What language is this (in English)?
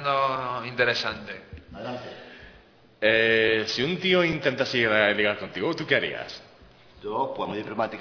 Spanish